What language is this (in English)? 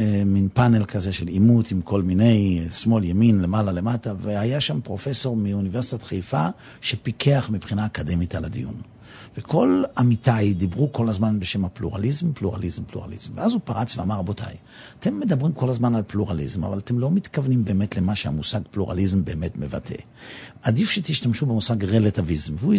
Hebrew